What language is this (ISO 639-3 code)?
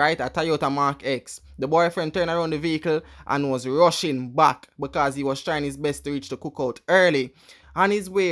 jam